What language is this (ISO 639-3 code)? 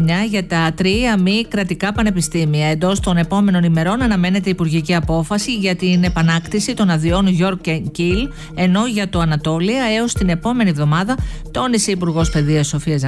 ell